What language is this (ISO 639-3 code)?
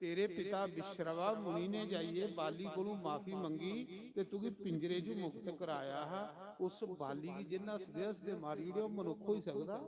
doi